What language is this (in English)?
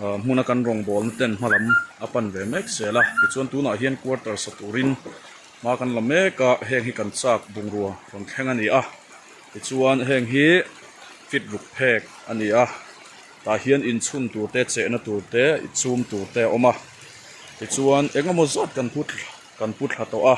Mizo